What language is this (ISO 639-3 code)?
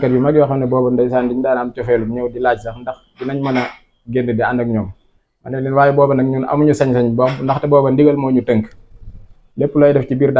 wol